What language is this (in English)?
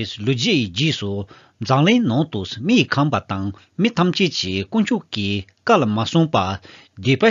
Tibetan